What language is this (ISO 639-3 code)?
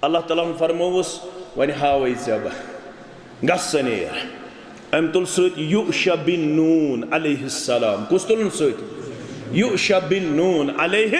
kas